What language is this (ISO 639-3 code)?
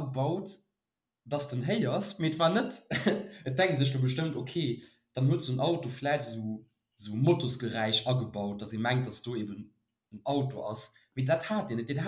ltz